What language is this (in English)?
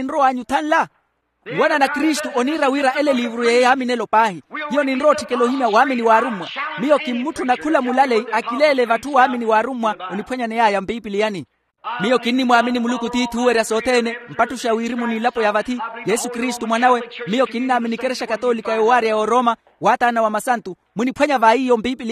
Makhuwa